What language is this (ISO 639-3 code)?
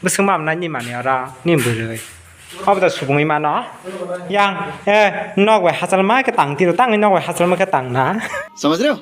trp